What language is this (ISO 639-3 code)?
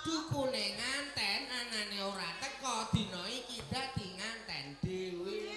jav